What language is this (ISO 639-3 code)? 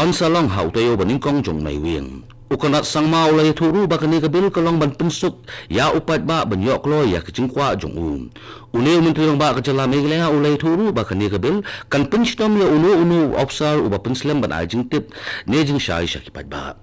kha